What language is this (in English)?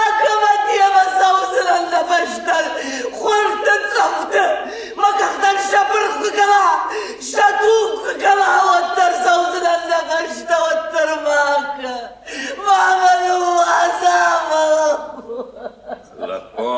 Ossetic